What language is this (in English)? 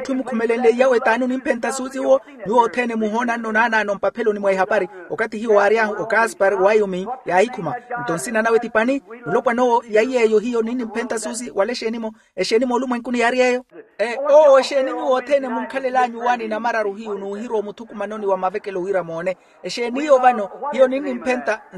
Makhuwa